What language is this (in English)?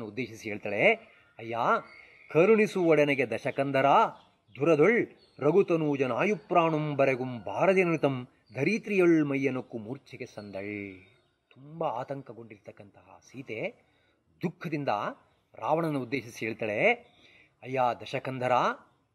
Kannada